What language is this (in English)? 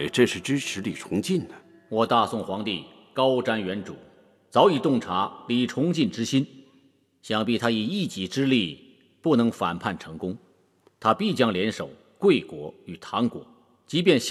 Chinese